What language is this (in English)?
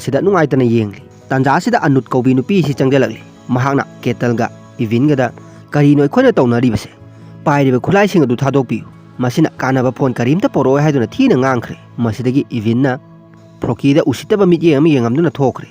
Manipuri